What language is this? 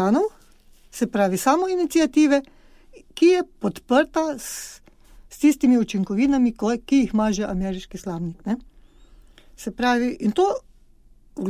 Slovenian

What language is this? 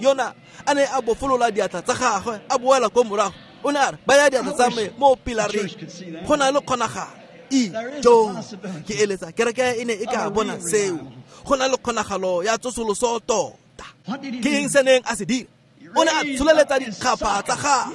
Tswana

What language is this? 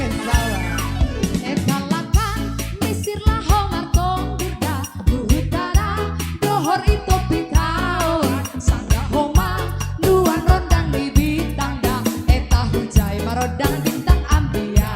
Batak Simalungun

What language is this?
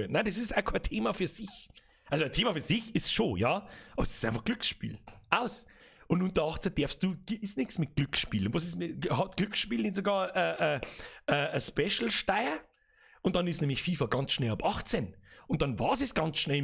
Bavarian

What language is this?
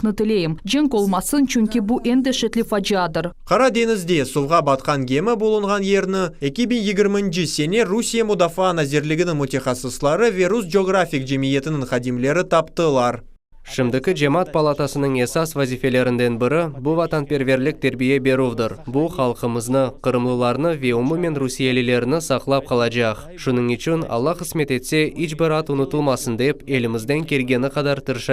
Crimean Tatar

